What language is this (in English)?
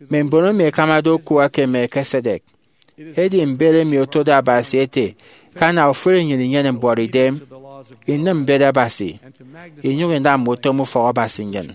Efik